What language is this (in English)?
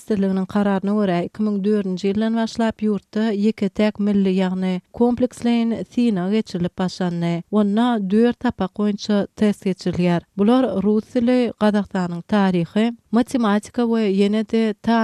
Kyrgyz